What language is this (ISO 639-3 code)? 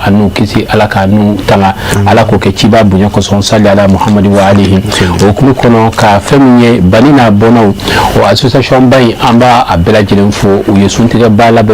bam